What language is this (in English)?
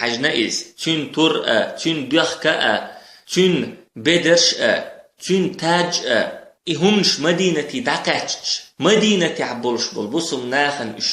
Chechen